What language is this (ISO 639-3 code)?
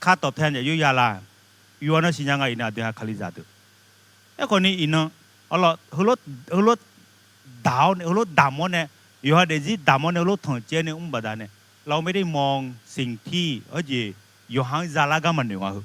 ahk